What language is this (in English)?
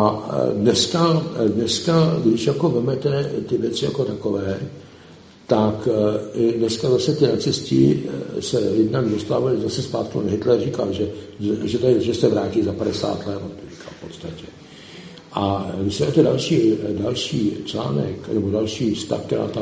Czech